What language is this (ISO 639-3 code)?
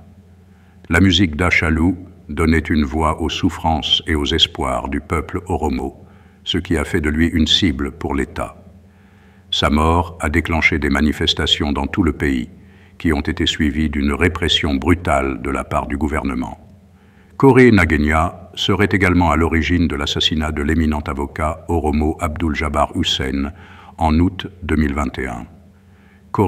fra